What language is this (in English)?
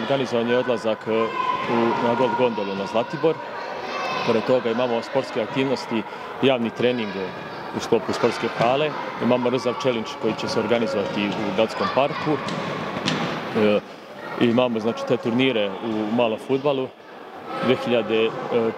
Serbian